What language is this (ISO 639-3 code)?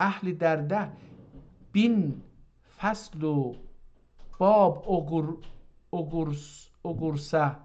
azb